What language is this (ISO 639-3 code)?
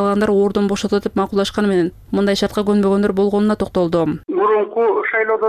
kir